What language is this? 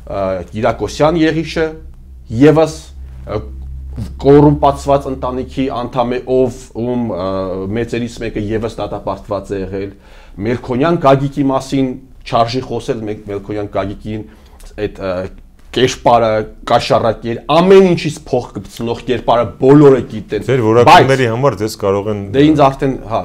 Armenian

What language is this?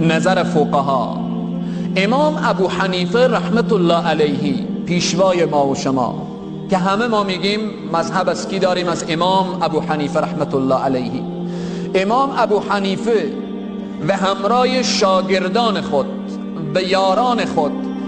Persian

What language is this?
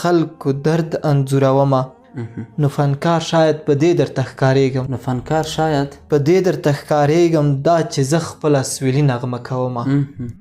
Pashto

